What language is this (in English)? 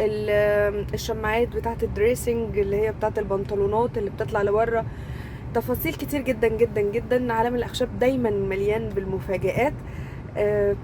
Egyptian Arabic